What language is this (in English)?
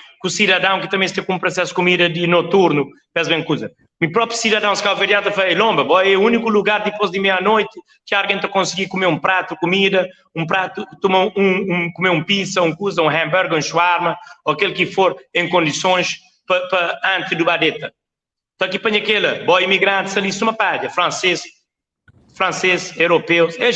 Kabuverdianu